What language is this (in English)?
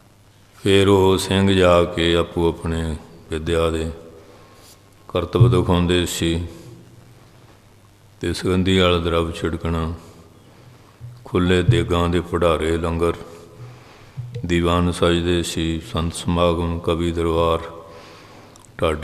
Punjabi